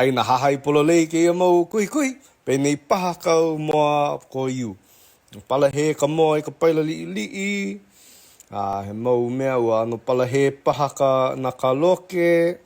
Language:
Hawaiian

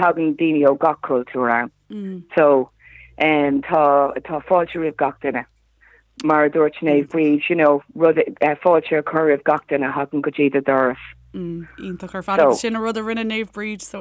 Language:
Irish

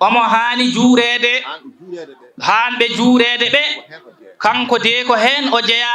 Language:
Fula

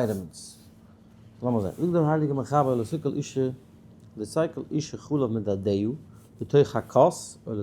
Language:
Yiddish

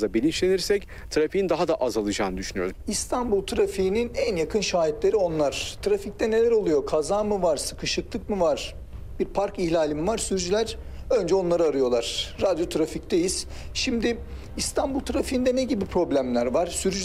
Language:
Turkish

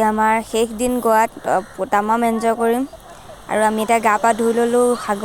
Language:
Assamese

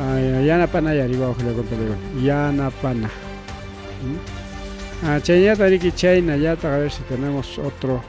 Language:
Ayacucho Quechua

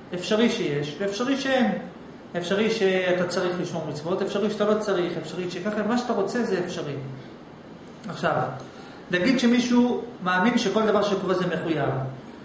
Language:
Hebrew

